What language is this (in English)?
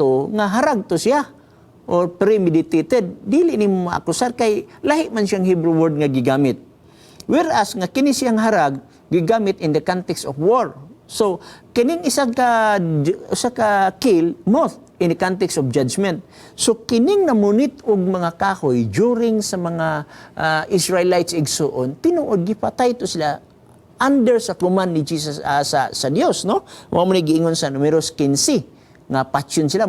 Cebuano